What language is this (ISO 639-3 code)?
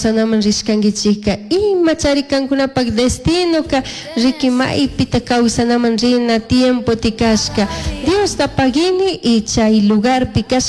qug